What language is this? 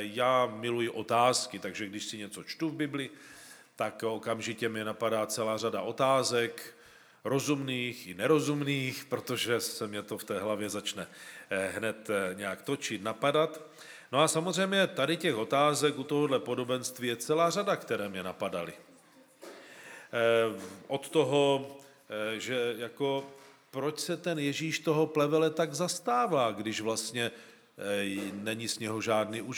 Czech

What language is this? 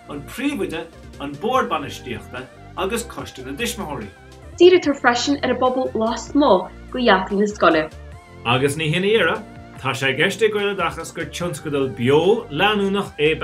Irish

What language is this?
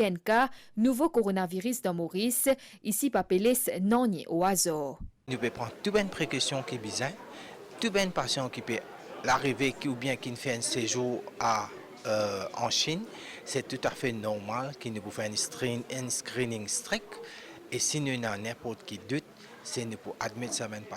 Morisyen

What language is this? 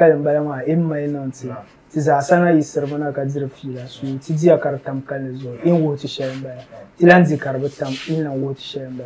Dagbani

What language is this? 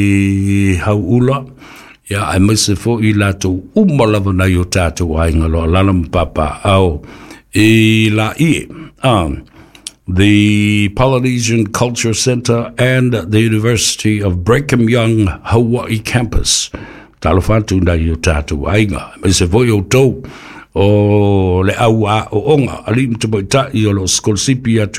Samoan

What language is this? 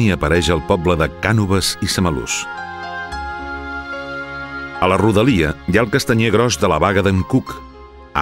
Catalan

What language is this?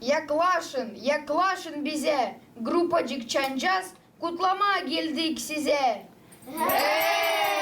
Gagauz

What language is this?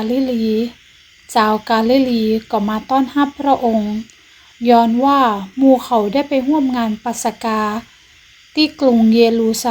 Northern Thai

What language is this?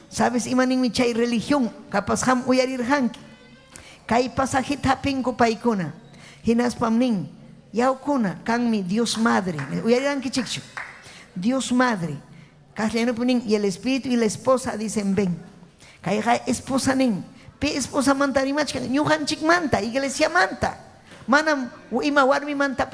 Ayacucho Quechua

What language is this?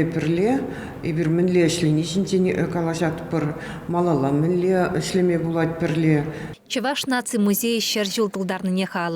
Chuvash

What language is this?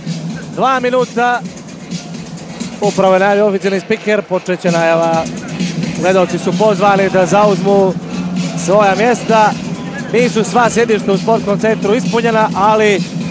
Serbian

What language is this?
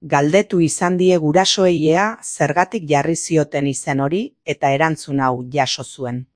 Basque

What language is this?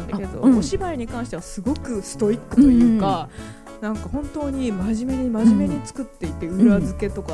Japanese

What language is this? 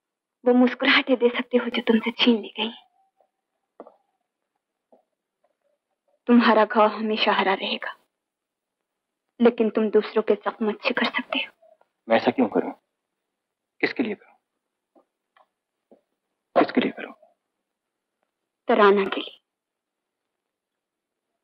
Hindi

